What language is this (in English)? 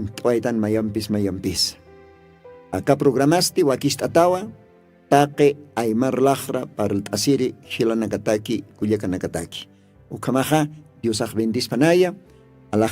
Aymara